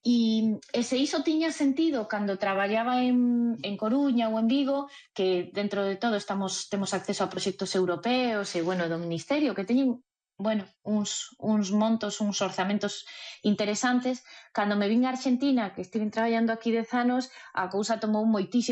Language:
Galician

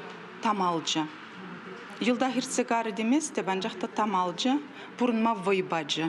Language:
Chuvash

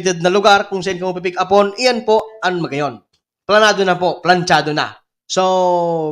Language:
Bikol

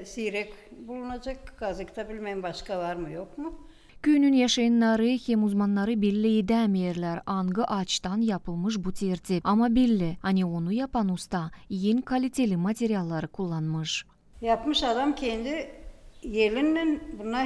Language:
Gagauz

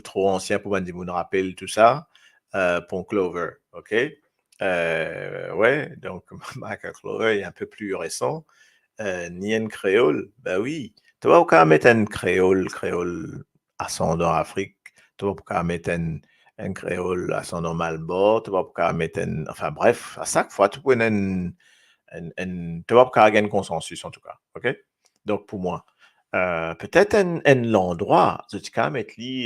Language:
Morisyen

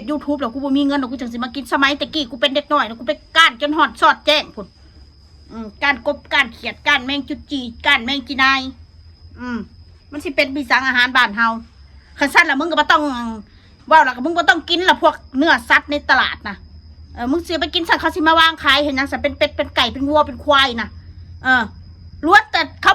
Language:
Northeastern Thai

